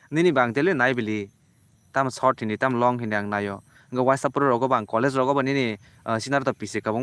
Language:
Kok Borok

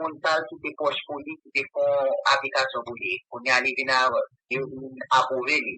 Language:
Haitian Creole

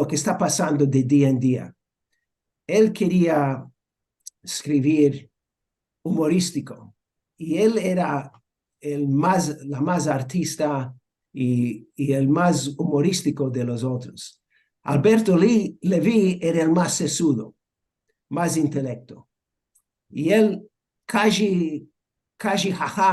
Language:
Ladino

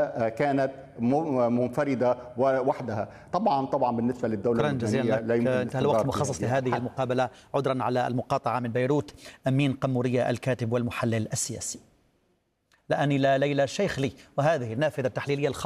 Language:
Arabic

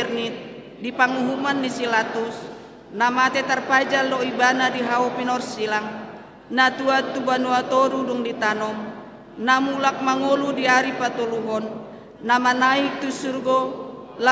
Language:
Batak Toba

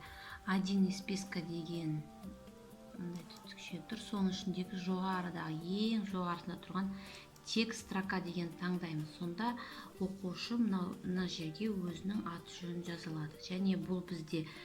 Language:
Kazakh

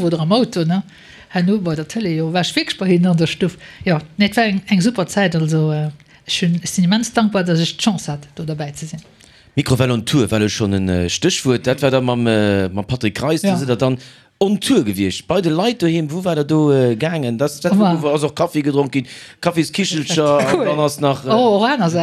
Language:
Luxembourgish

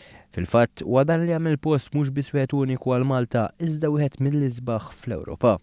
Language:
Maltese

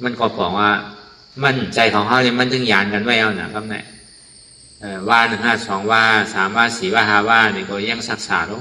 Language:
Shan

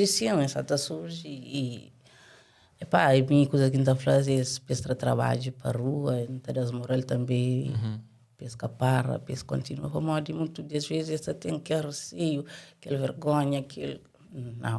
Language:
Kabuverdianu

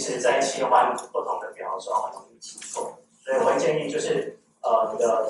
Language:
Chinese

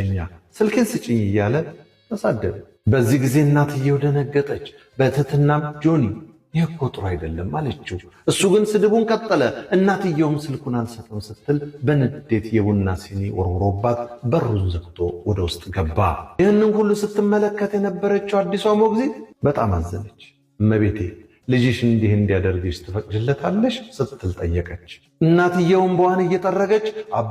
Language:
Amharic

